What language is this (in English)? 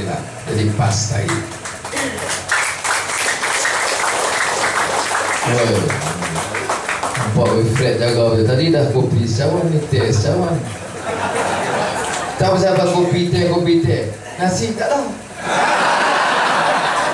Malay